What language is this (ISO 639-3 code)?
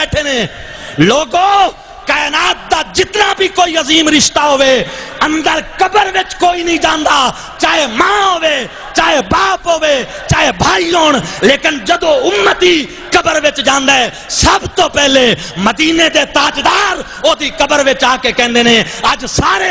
skr